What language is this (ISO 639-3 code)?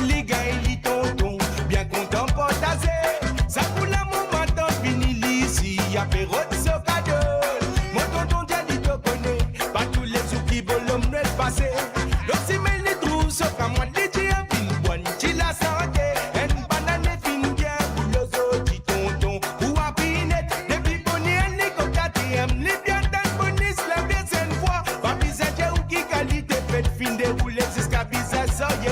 mfe